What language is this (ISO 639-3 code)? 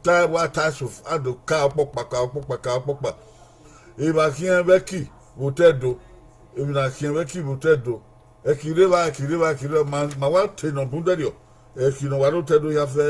bin